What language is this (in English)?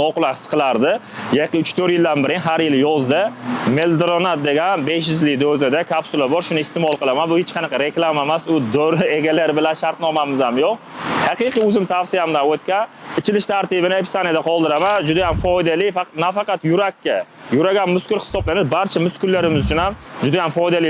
Uzbek